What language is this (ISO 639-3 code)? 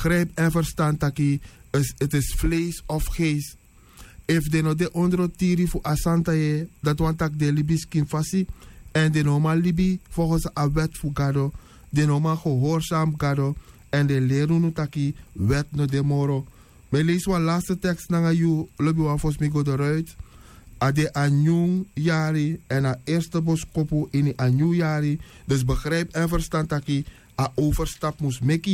srn